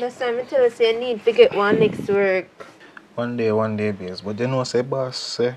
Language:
Jamaican Creole English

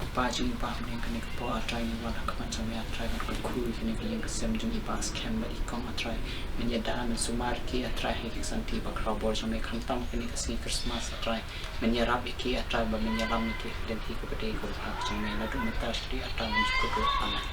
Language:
Khasi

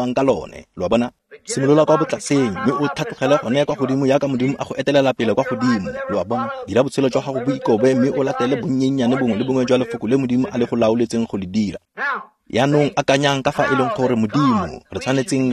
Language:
Tswana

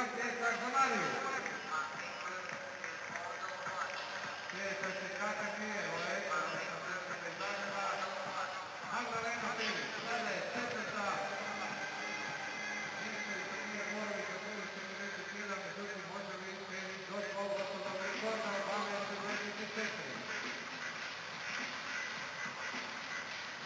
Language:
Croatian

